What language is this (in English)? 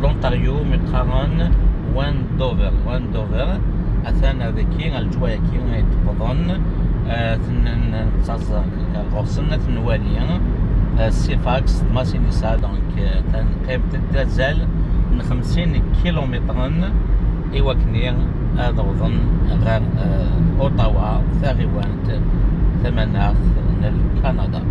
Kabyle